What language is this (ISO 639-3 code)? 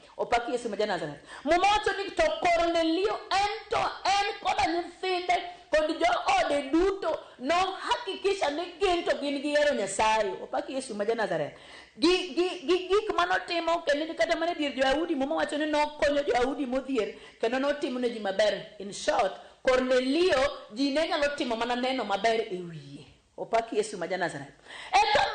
luo